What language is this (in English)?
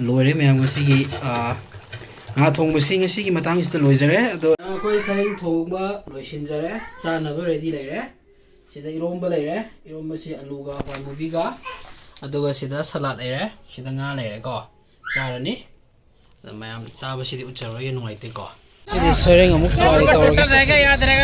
Manipuri